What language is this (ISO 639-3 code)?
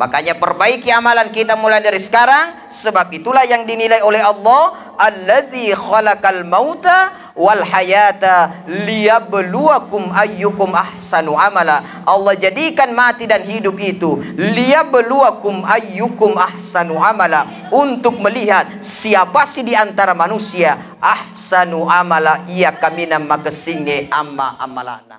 bug